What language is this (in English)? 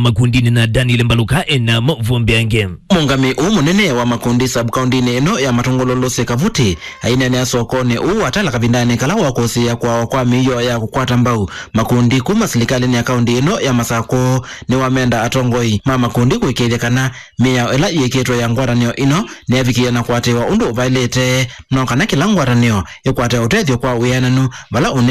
Kamba